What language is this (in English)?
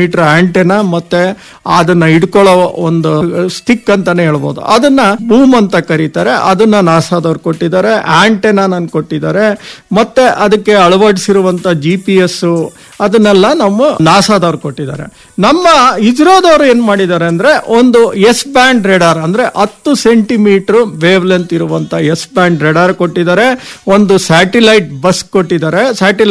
Kannada